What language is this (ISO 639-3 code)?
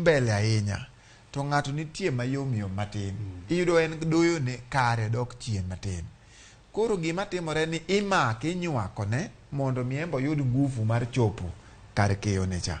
luo